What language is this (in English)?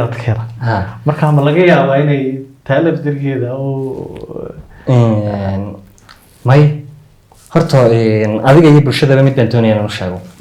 Somali